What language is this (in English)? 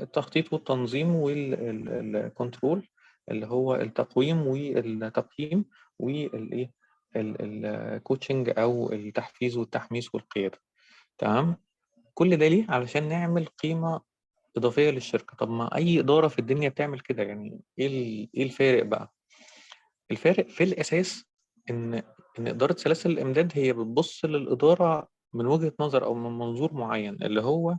Egyptian Arabic